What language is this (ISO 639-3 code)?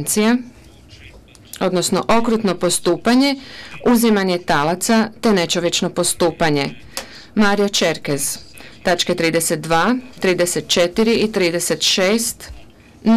hrv